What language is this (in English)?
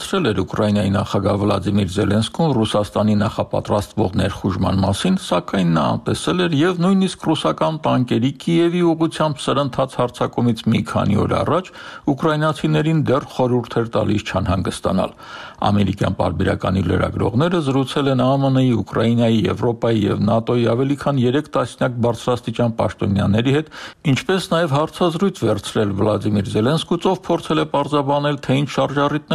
Armenian